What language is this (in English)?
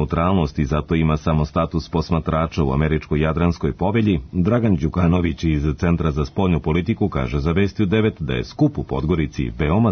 Serbian